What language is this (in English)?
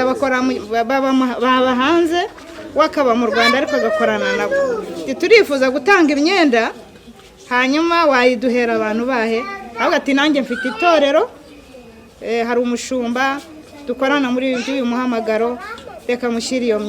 Kinyarwanda